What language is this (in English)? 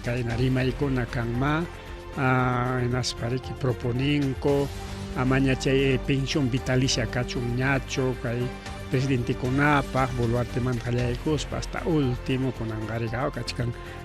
Ayacucho Quechua